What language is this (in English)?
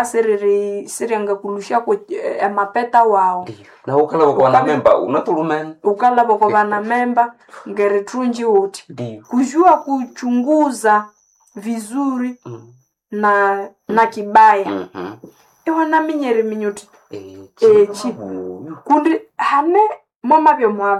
Swahili